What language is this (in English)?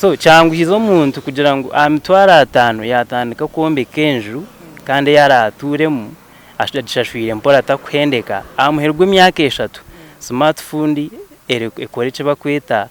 Nyankole